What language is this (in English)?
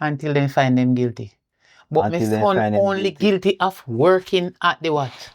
Jamaican Creole English